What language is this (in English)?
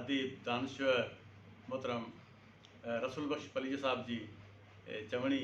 Sindhi